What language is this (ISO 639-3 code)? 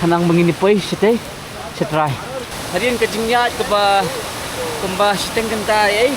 kha